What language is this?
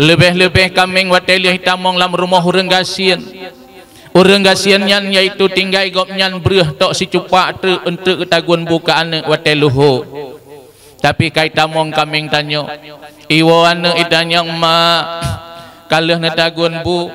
Achinese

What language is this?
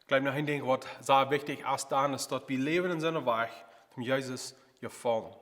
Plautdietsch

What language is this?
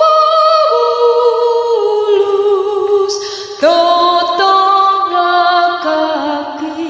Batak Toba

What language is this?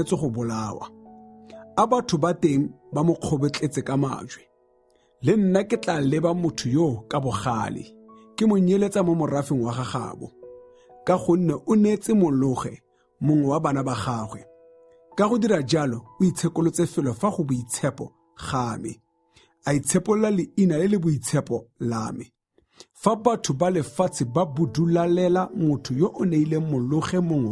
Tswana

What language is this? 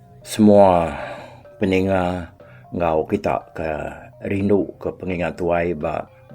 Iban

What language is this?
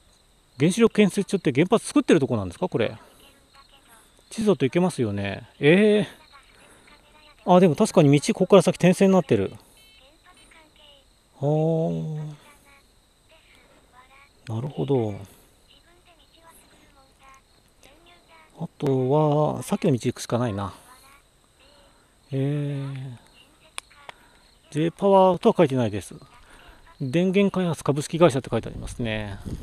Japanese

